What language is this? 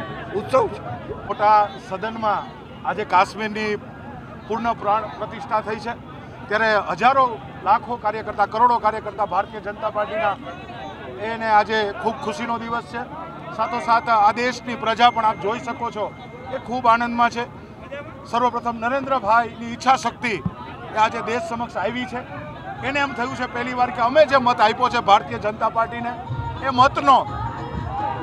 Gujarati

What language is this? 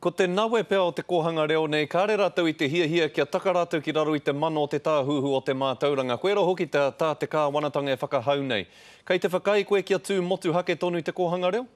Māori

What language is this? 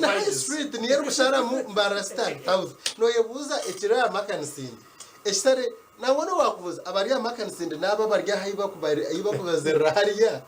Nyankole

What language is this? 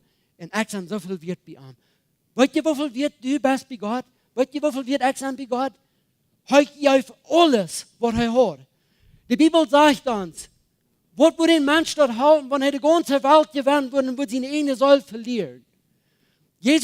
Plautdietsch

